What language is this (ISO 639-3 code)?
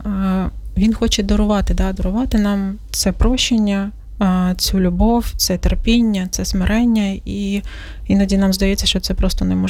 ukr